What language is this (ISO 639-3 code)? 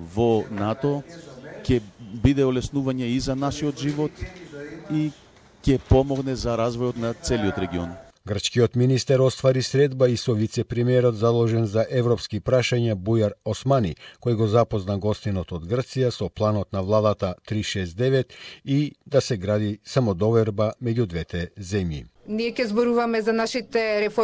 mkd